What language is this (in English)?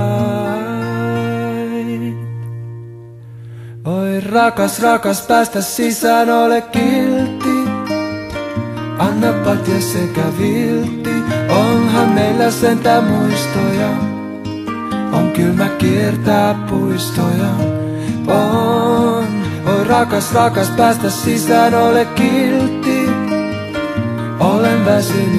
Finnish